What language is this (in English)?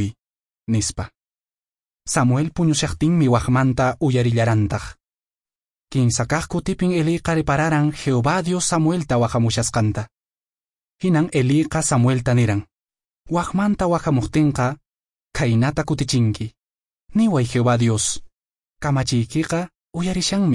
Quechua